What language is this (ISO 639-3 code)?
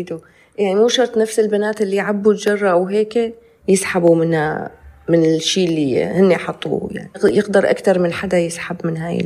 apc